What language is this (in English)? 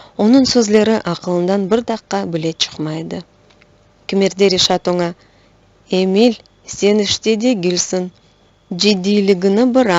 Crimean Tatar